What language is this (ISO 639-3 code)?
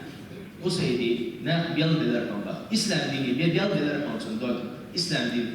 che